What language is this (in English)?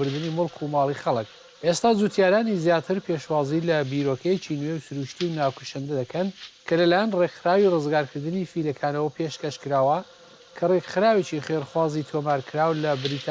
Central Kurdish